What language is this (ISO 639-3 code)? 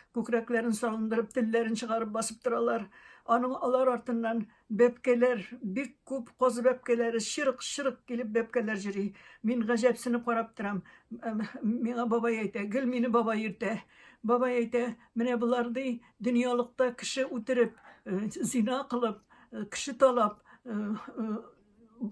tat